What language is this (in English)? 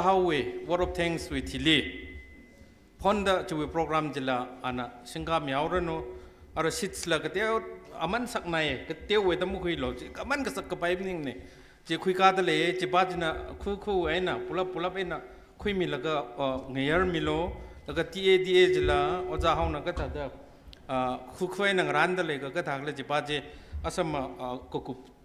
Tangkhul Naga (India)